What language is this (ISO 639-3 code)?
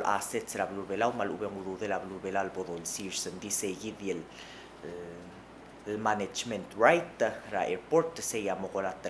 pau